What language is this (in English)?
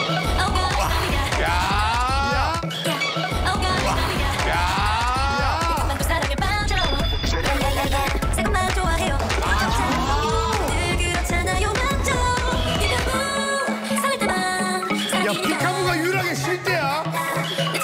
Korean